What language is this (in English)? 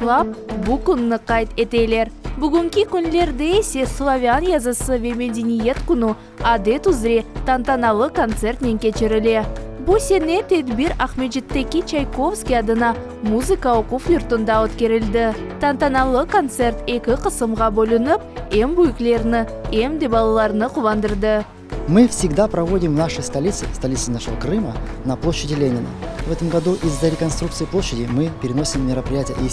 Crimean Tatar